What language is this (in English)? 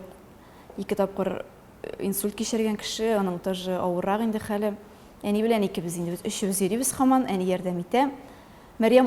Tatar